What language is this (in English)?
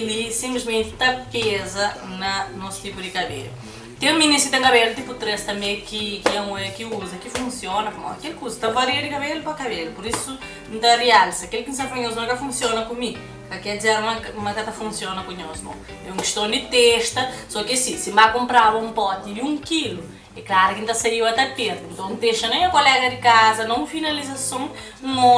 Kabuverdianu